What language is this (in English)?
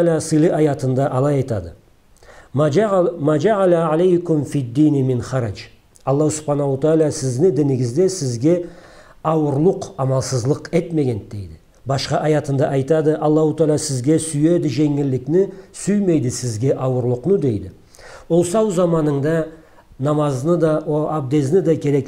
Karachay-Balkar